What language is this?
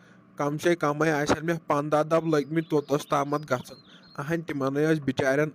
Kashmiri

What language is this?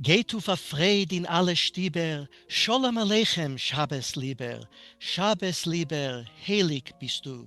Yiddish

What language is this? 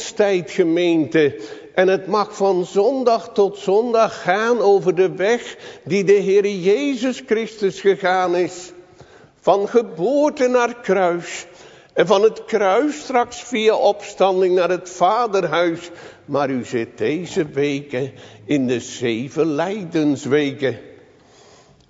Dutch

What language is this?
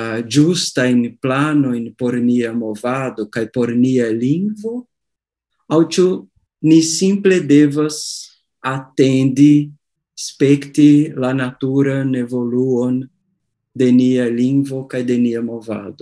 Esperanto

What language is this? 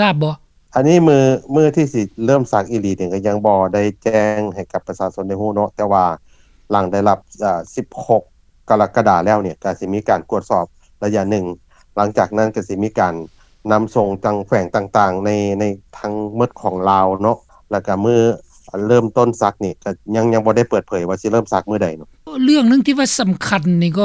Lao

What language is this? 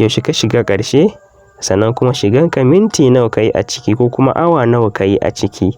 Hausa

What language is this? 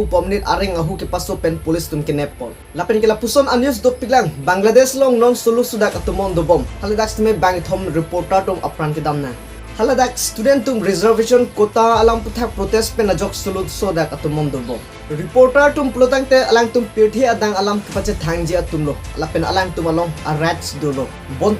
Karbi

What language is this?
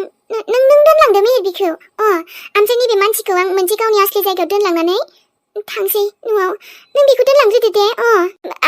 Bodo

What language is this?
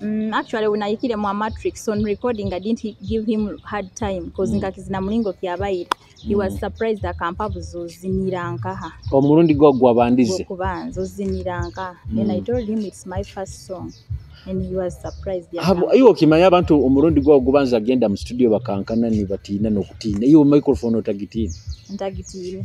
Nyoro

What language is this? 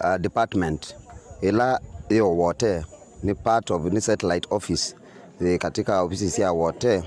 Kamba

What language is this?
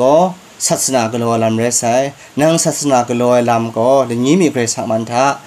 Kachin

